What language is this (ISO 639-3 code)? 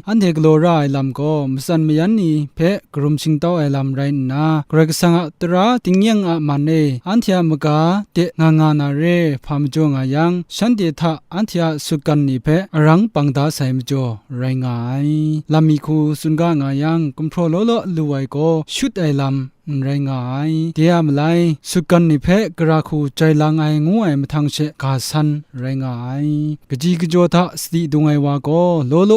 kac